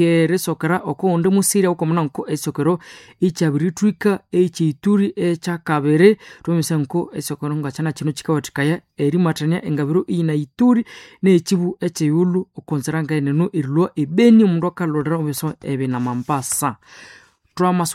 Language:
Nande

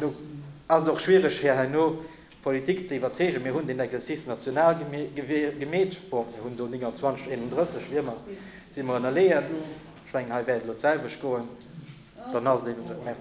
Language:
Luxembourgish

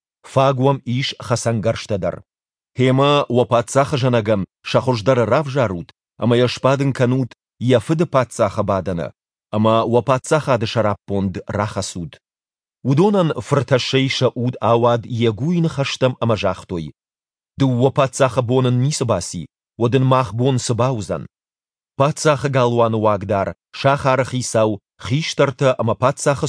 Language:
Ossetic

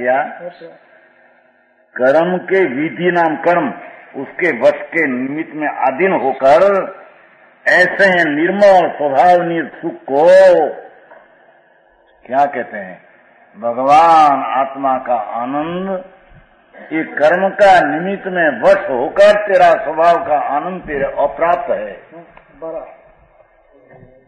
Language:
Hindi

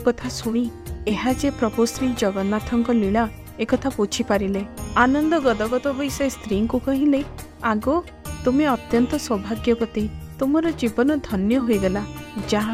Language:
Odia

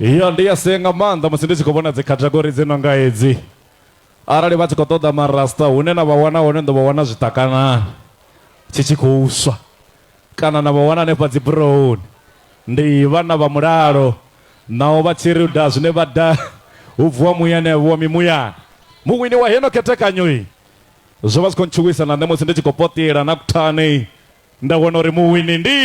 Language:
Venda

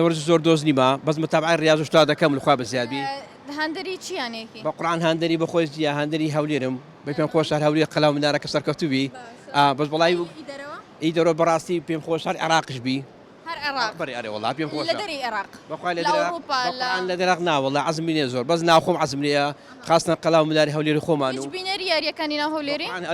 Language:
Central Kurdish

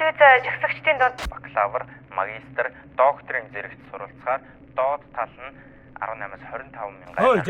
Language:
Mongolian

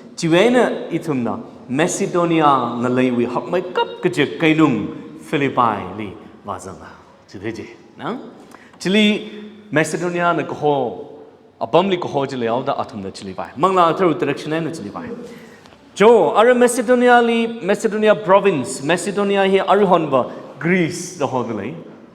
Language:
Tangkhul Naga (India)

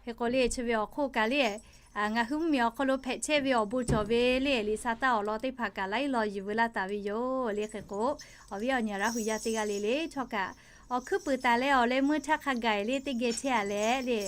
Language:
Lahu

